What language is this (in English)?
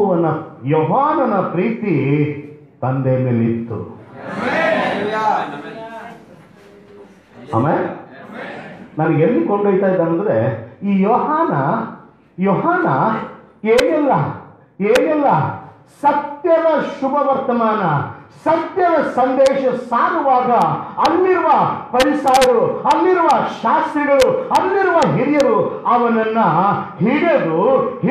Kannada